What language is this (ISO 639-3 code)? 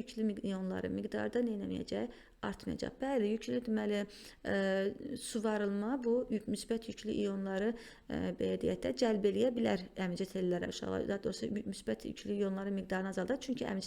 aze